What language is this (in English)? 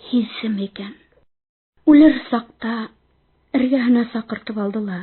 Bashkir